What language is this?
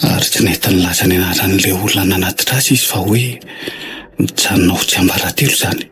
Malagasy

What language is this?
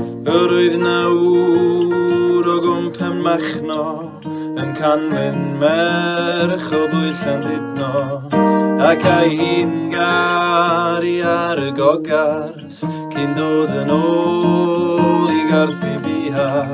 Welsh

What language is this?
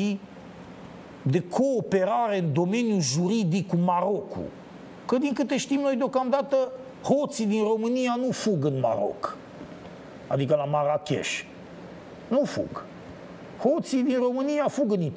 Romanian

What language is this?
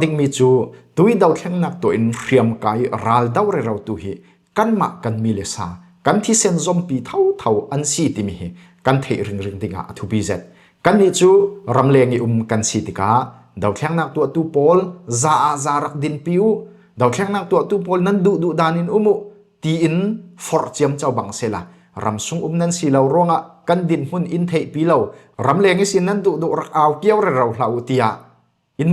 Falam Chin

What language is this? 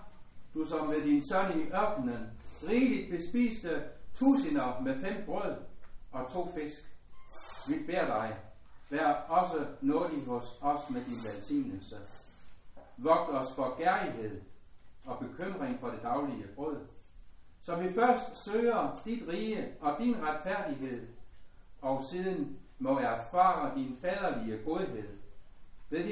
Danish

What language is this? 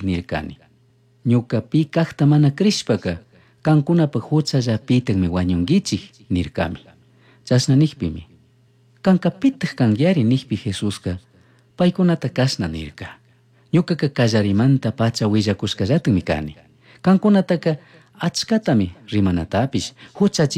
Chimborazo Highland Quichua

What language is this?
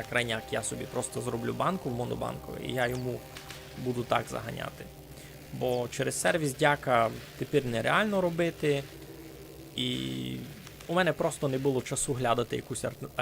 Rusyn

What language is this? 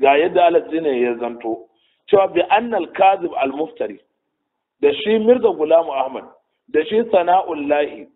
Hausa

